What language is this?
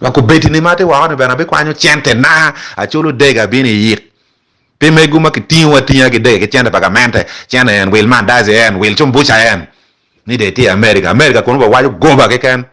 Acoli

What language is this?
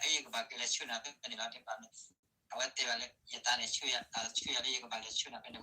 S'gaw Karen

